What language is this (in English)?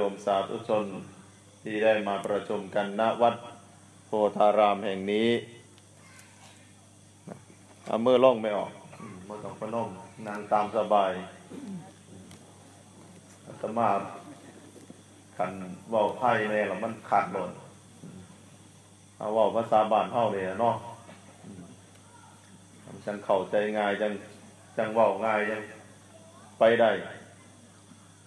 Northeastern Thai